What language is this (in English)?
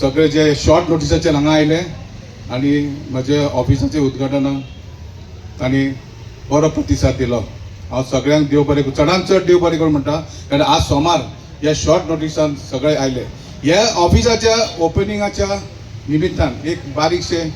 Konkani